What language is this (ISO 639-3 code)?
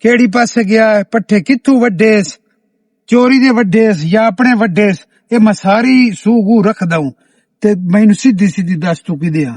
lah